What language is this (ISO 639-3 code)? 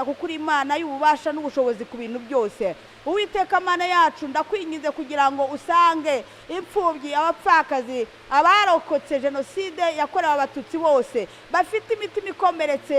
kin